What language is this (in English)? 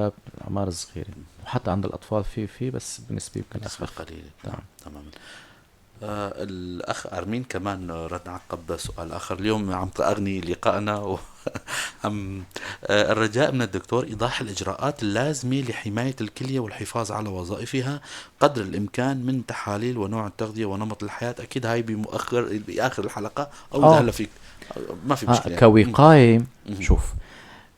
North Levantine Arabic